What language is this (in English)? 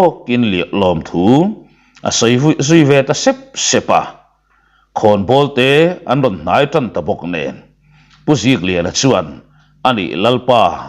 Mizo